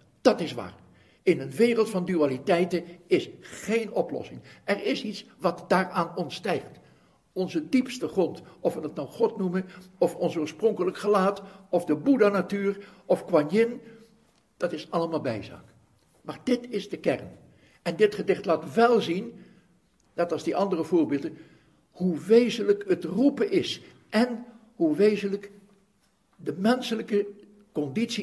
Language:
Dutch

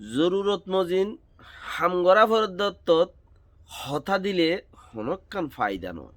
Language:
Rohingya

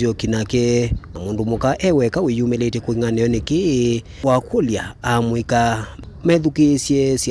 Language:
Kamba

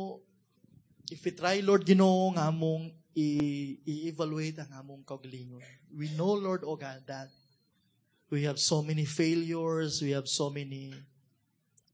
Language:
Cebuano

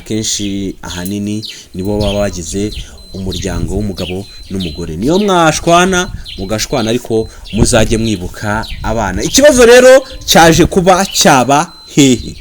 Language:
Kinyarwanda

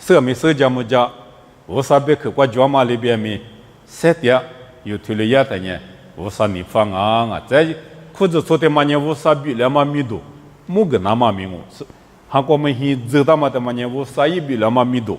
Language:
Lisu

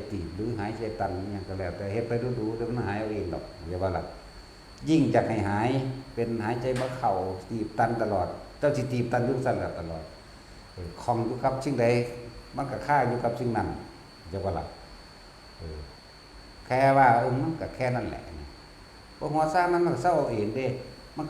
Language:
Northeastern Thai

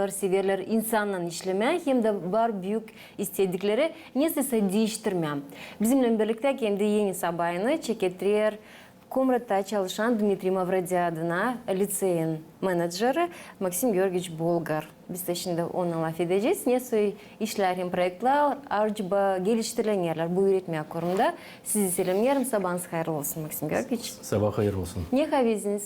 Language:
Gagauz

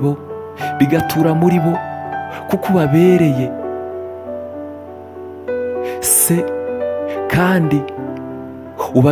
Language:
Kinyarwanda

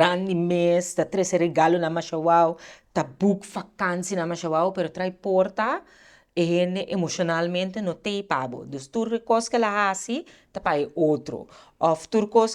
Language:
Papiamento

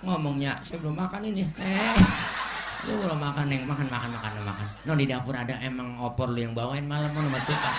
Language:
Betawi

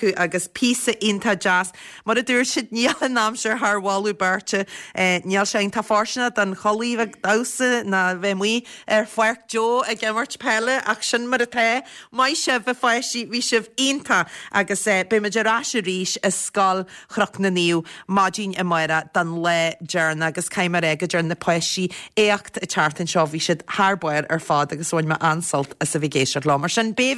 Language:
Irish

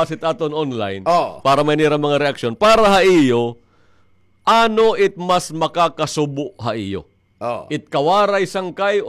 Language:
Waray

